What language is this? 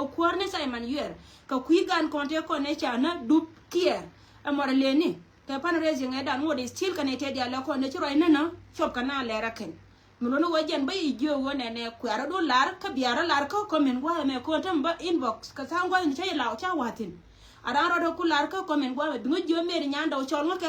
Nuer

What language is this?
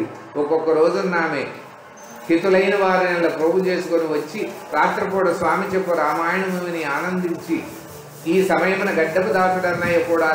Telugu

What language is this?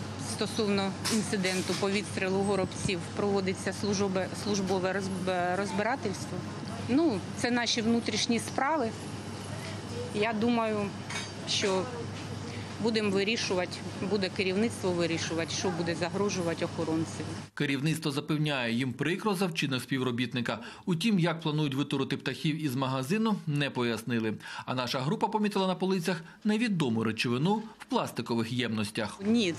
Ukrainian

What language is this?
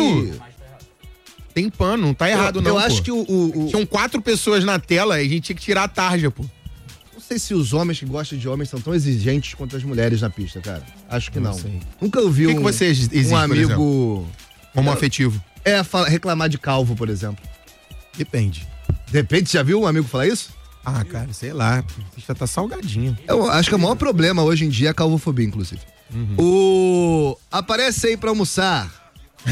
Portuguese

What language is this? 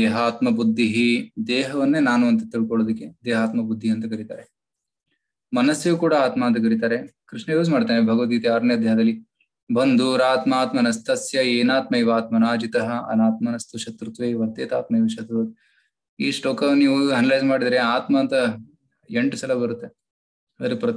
Kannada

